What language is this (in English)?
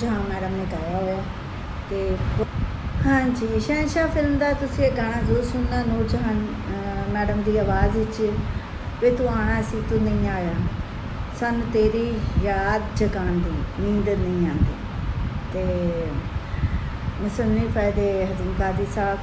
Punjabi